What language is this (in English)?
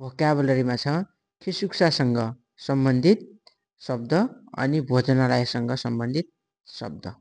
Nepali